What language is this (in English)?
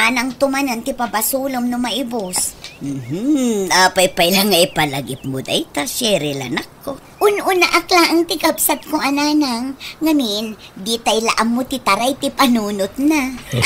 Iloko